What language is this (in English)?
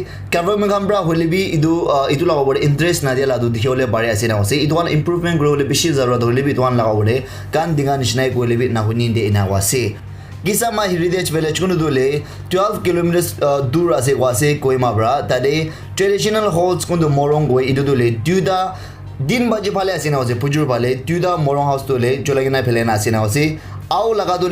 Naga Pidgin